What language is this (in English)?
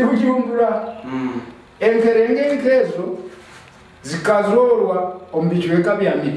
Nyoro